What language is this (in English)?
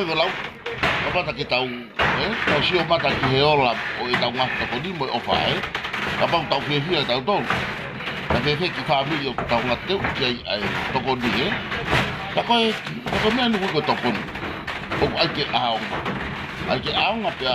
Tongan